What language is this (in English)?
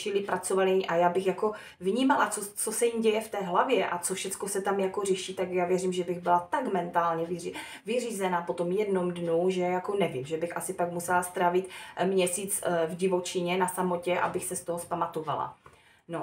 Czech